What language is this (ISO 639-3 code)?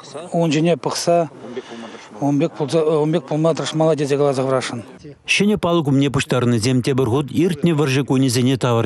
chv